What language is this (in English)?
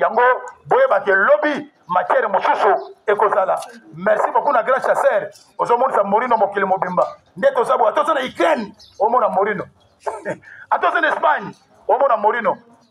Lingala